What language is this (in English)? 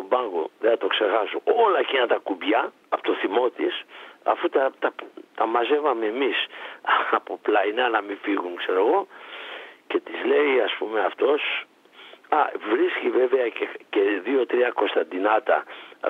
Greek